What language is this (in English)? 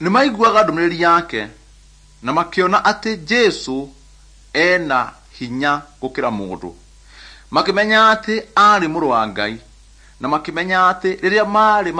Kikuyu